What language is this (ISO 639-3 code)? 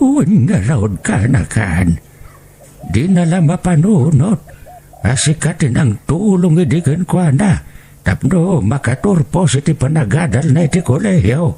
ilo